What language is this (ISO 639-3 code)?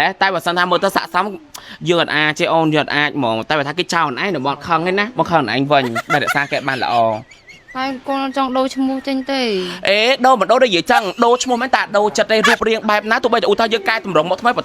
khm